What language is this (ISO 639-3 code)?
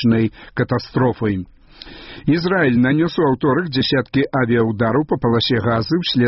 bel